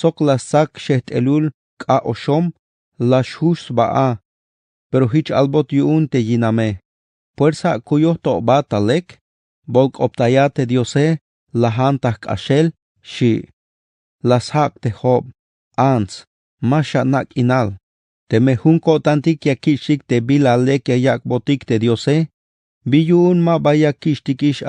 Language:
Tzeltal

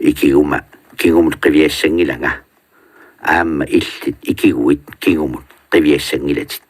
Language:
Kalaallisut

